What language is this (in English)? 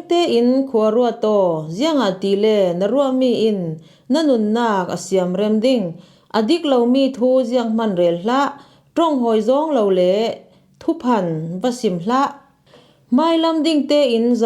Falam Chin